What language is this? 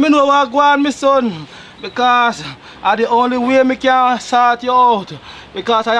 Jamaican Creole English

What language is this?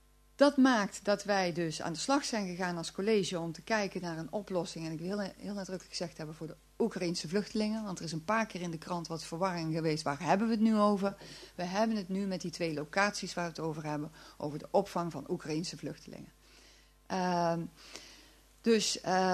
Dutch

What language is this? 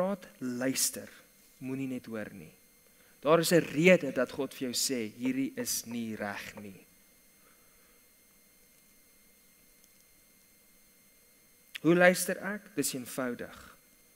Afrikaans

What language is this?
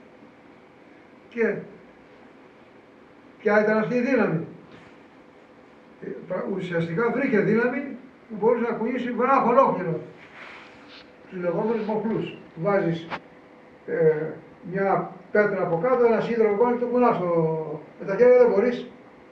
Greek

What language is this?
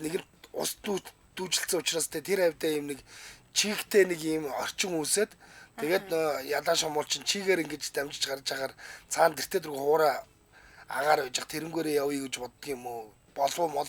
Mongolian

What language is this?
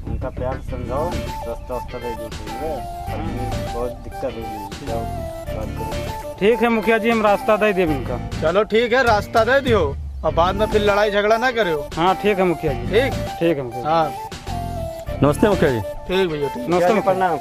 Awadhi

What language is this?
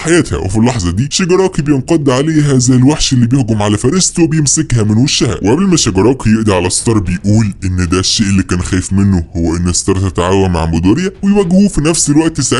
Egyptian Arabic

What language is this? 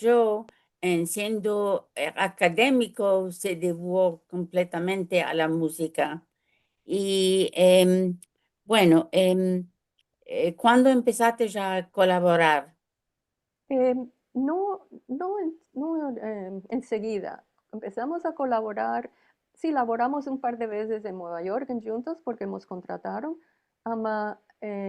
Ladino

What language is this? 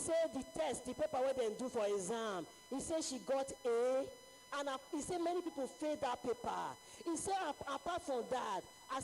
Ewe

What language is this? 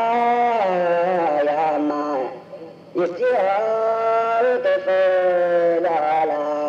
Vietnamese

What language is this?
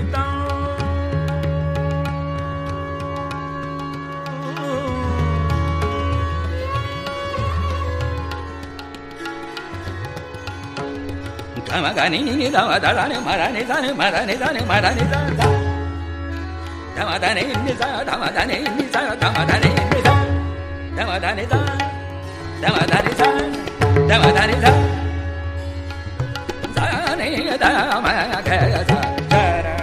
Kannada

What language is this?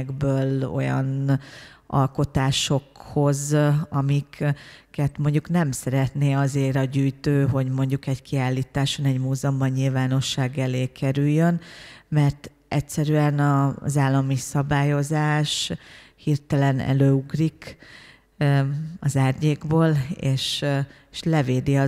Hungarian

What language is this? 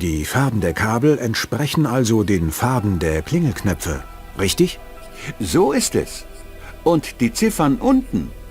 Bavarian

